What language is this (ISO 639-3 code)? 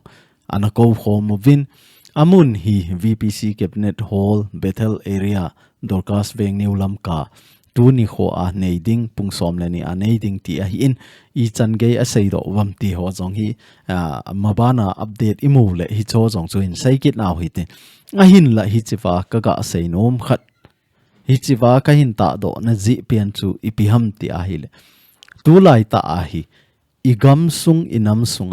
tcz